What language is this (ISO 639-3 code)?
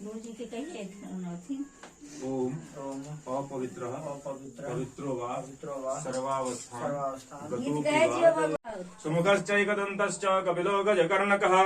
mai